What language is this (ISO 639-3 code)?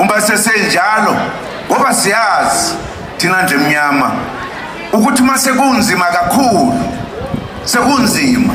zul